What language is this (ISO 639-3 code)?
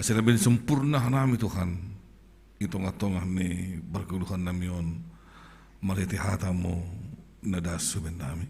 bts